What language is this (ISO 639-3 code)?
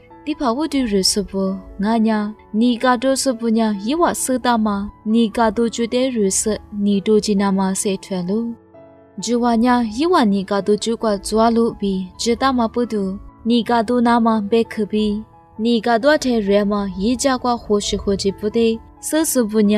lis